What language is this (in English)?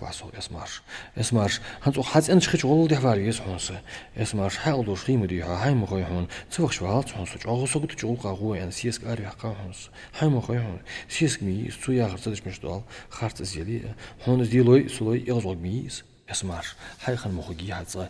Ingush